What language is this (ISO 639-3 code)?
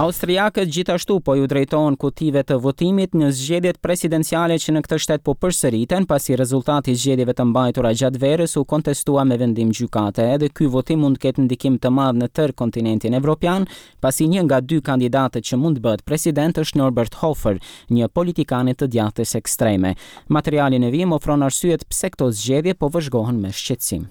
sqi